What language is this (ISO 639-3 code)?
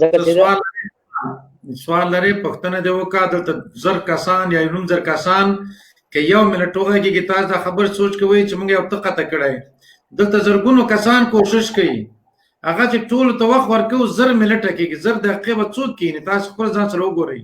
pus